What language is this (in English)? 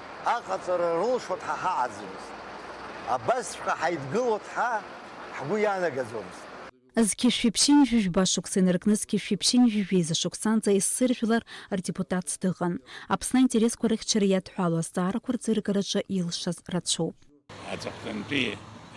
Abkhazian